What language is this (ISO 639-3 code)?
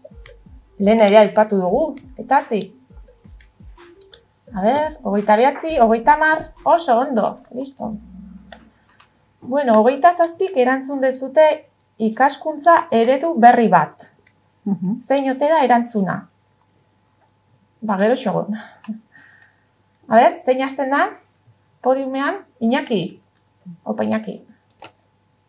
eus